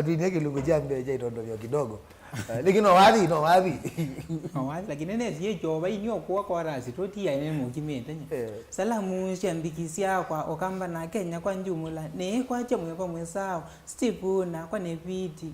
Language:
Kamba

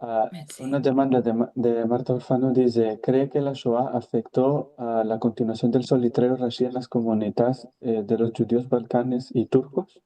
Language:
Ladino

